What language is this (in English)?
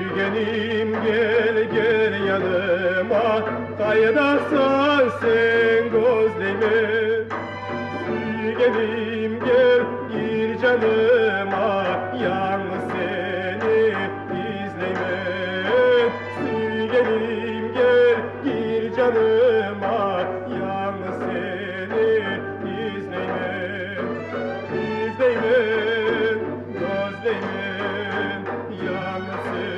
Kumyk